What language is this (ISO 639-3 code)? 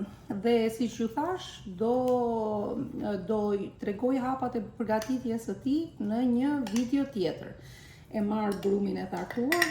sqi